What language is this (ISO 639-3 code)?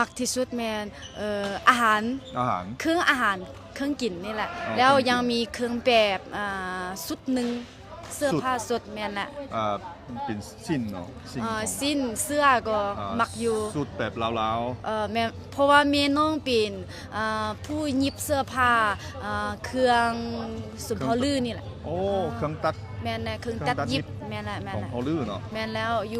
lao